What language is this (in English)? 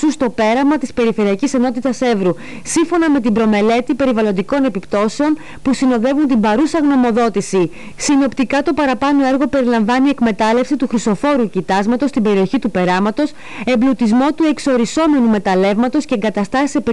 Greek